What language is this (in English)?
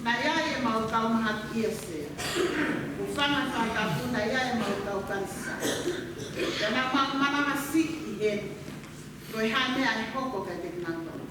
Tongan